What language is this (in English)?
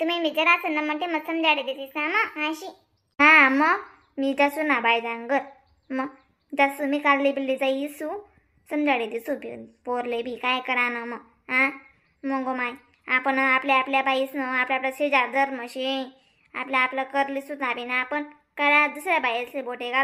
Khandesi